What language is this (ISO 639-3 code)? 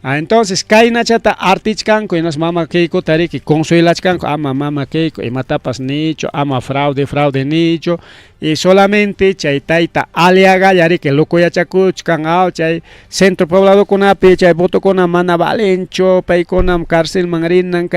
quy